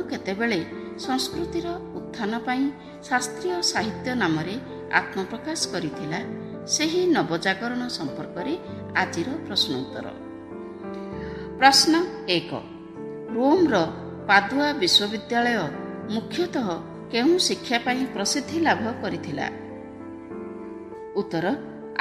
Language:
Odia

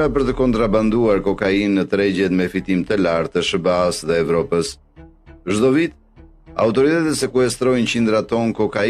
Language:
Albanian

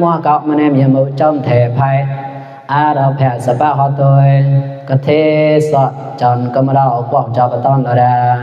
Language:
Mon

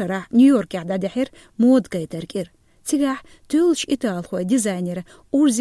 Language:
Chechen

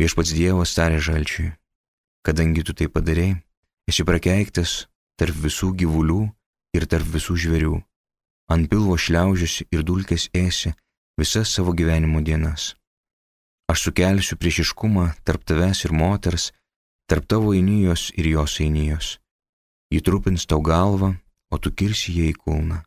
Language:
Lithuanian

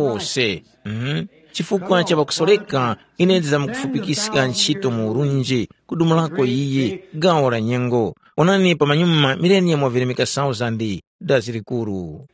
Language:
Tumbuka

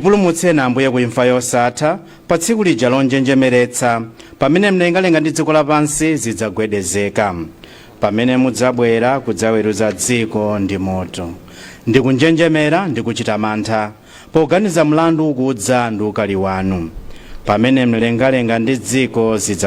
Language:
Nyanja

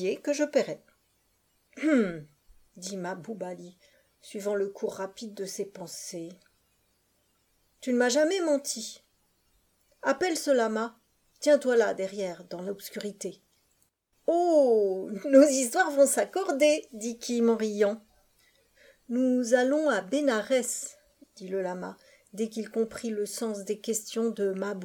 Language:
French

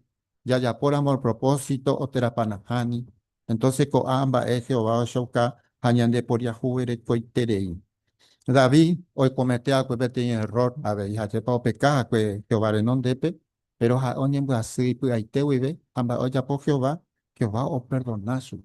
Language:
Guarani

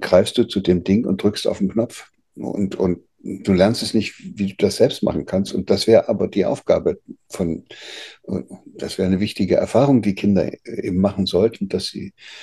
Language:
German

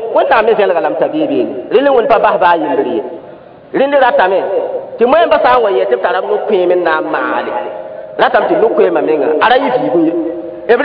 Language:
Mossi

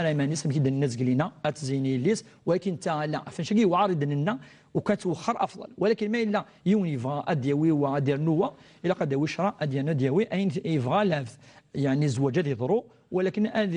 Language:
Kabyle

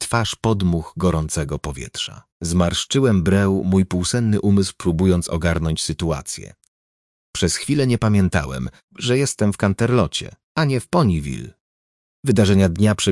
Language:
Polish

